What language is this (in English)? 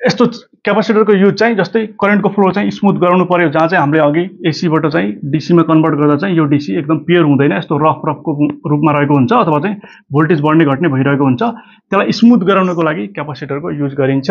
Nepali